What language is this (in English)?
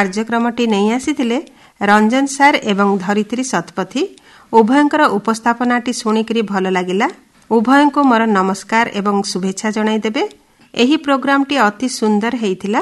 Odia